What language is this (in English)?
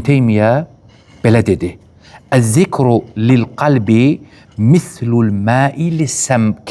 Azerbaijani